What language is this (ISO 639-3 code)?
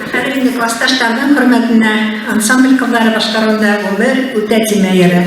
bak